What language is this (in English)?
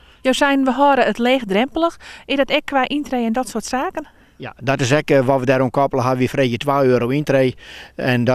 Western Frisian